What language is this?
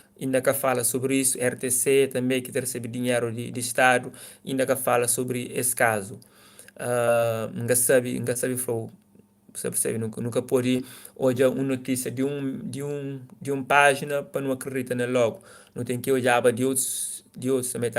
Kabuverdianu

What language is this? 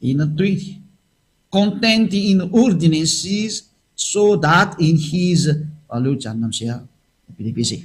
Malagasy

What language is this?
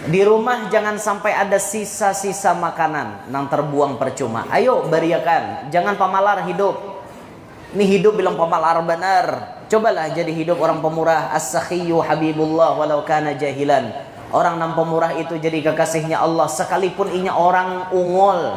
Banjar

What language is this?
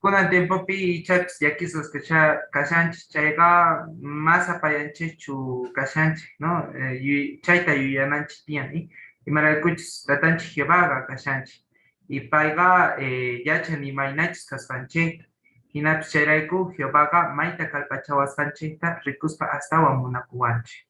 South Bolivian Quechua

